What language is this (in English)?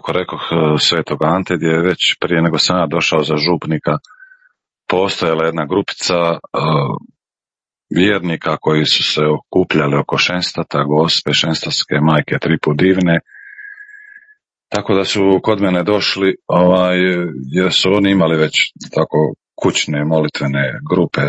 Croatian